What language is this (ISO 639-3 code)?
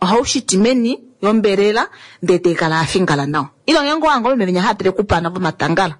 kua